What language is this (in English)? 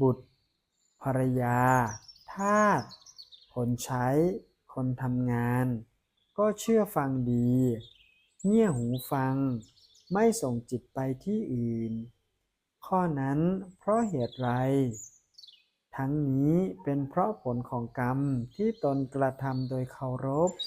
Lao